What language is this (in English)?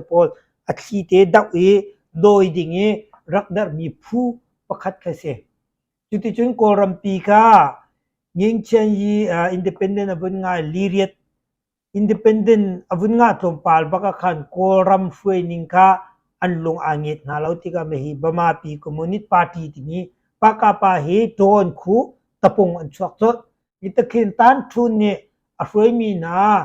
Hakha Chin